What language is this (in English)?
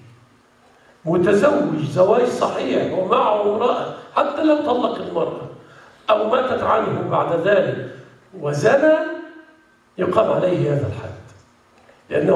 Arabic